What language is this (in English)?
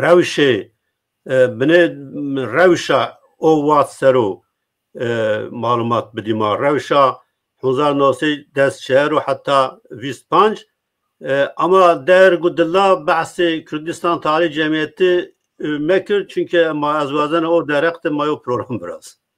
Zaza